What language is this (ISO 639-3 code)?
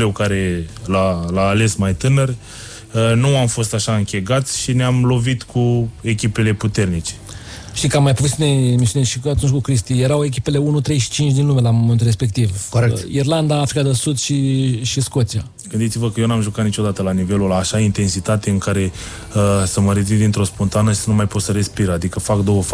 ron